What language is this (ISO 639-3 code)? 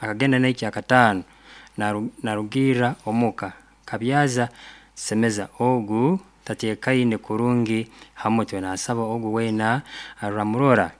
nyo